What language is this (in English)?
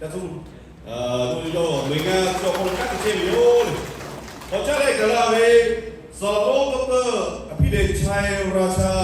Lahu